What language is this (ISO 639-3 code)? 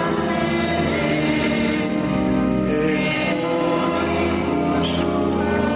eus